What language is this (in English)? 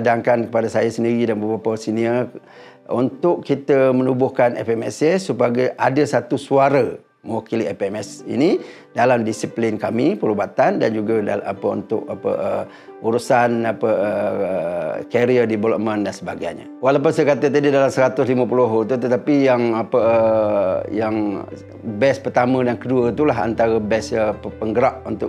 Malay